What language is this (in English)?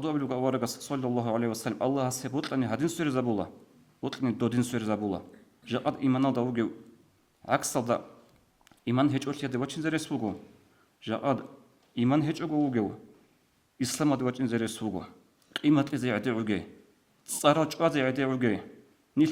Avaric